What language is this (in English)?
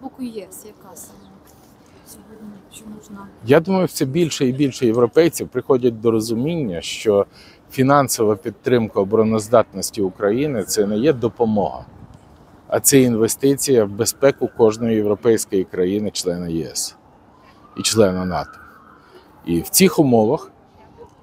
Ukrainian